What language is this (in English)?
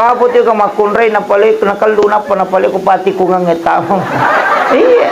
Buginese